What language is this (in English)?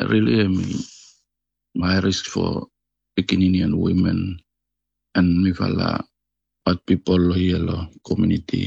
Tok Pisin